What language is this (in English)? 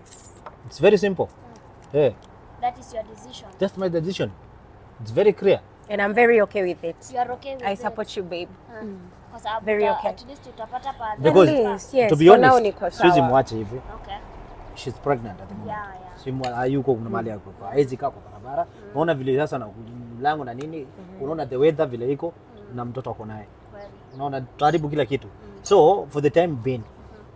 Swahili